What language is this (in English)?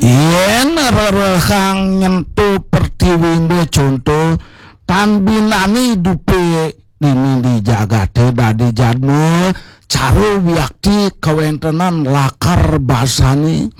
Balinese